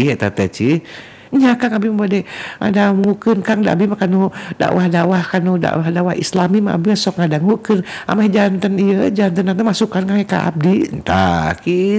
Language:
Sundanese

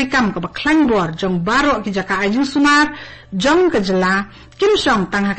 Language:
Khasi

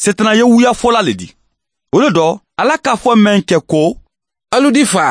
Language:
Mandingo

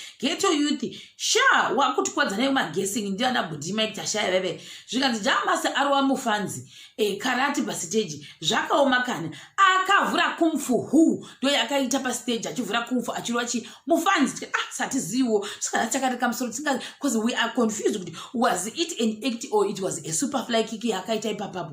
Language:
Shona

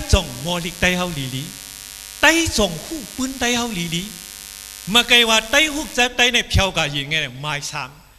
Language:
Shan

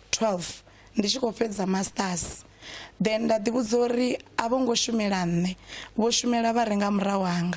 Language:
Venda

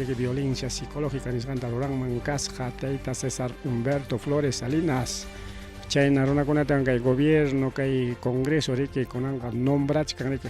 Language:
Ayacucho Quechua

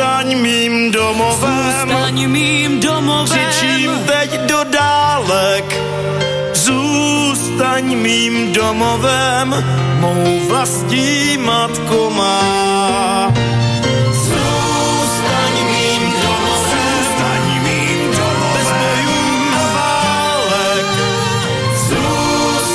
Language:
Czech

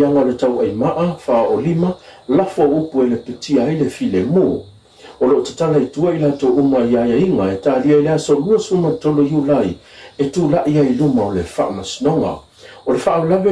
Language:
Samoan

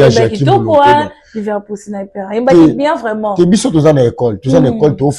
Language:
Lingala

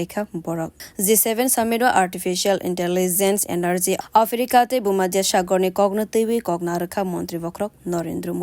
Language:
Kok Borok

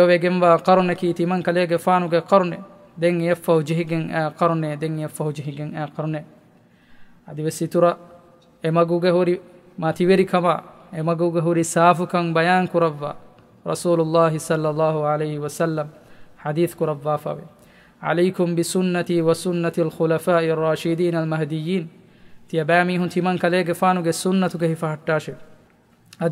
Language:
Divehi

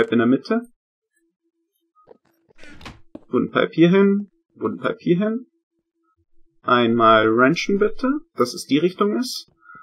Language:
German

